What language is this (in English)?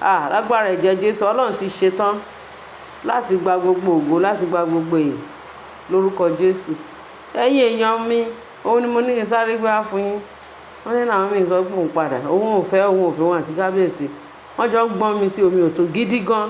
Yoruba